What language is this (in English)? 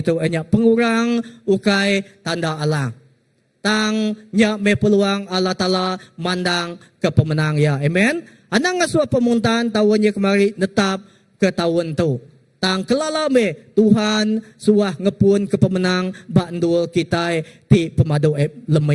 Iban